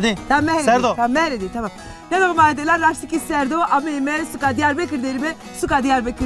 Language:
Zaza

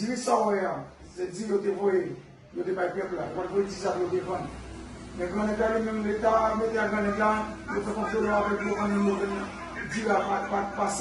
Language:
Haitian Creole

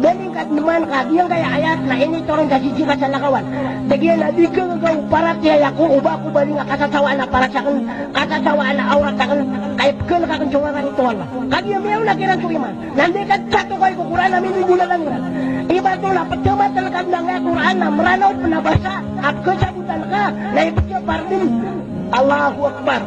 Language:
Maranao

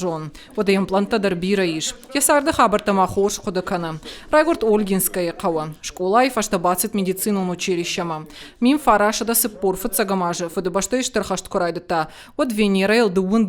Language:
Ossetic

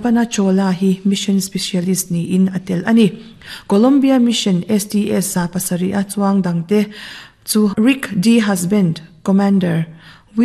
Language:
Mizo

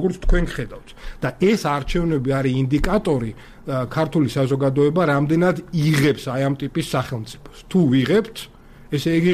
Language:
Georgian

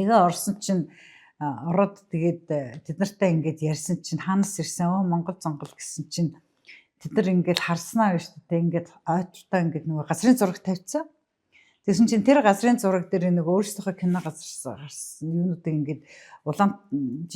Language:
Mongolian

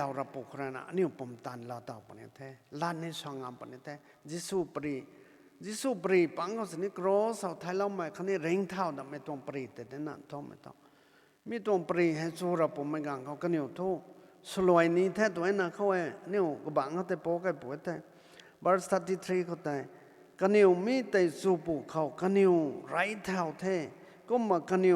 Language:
Rongmei Naga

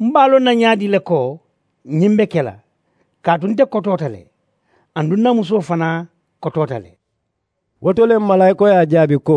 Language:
Mandingo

